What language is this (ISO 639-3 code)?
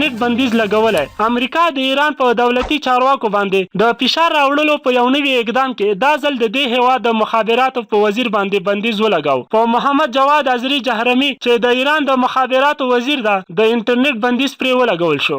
pus